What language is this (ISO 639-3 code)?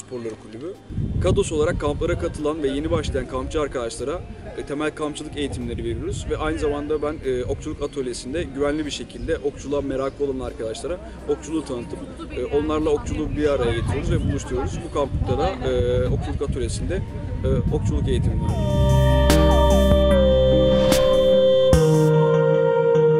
tur